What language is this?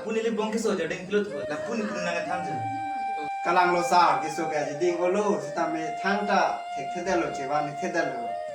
Karbi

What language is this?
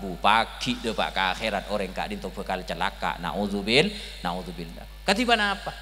Madurese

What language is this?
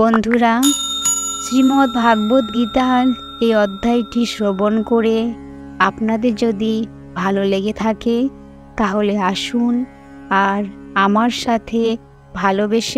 Bangla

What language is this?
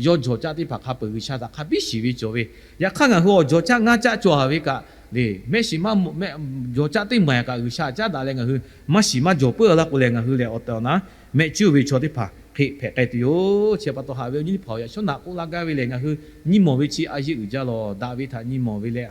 Lahu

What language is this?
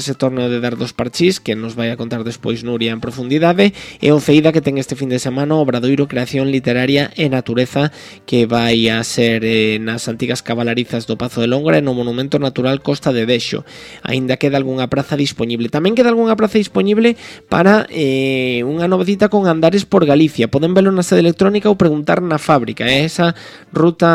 Galician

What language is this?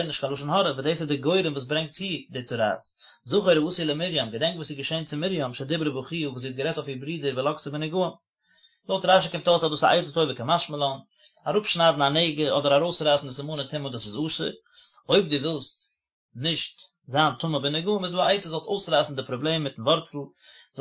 Yiddish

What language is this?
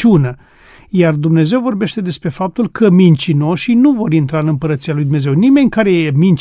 Romanian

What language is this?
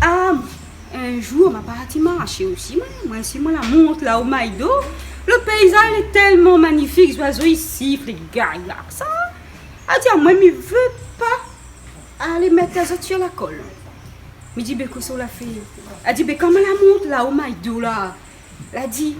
Réunion Creole French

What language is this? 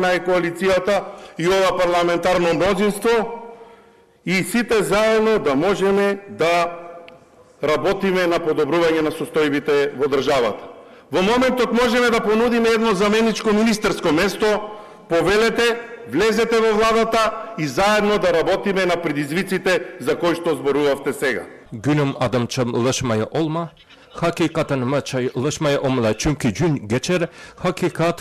Macedonian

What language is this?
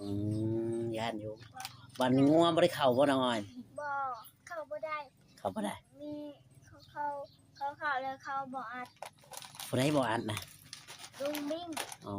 Northeastern Thai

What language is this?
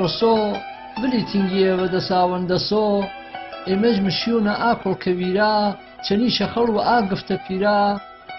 Gurani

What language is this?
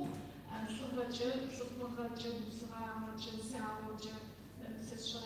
Kabardian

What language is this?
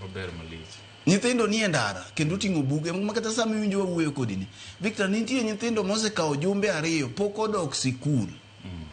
Luo (Kenya and Tanzania)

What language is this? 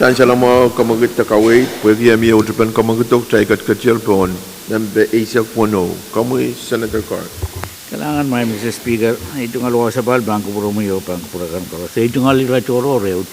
Pohnpeian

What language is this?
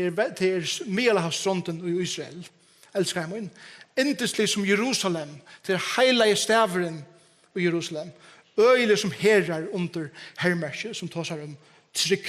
Faroese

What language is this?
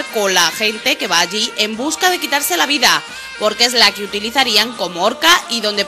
Spanish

